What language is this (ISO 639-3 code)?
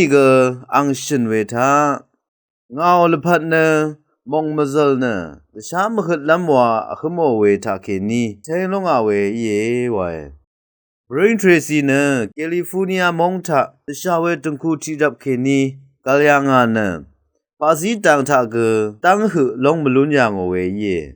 raw